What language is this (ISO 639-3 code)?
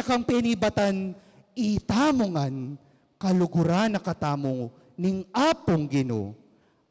pam